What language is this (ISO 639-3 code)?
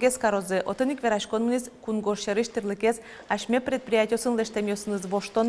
udm